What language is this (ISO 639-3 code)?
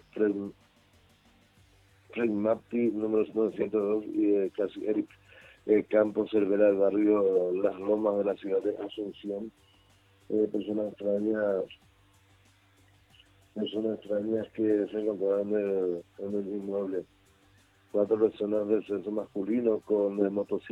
spa